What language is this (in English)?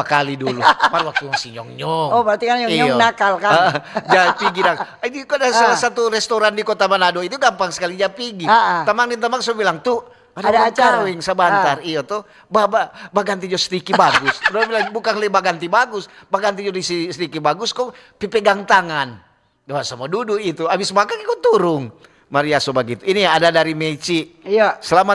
Manado Malay